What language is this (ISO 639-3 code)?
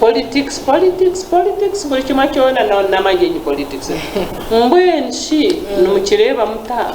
nyn